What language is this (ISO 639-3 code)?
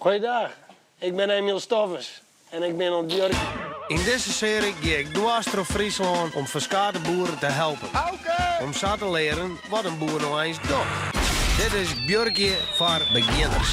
fry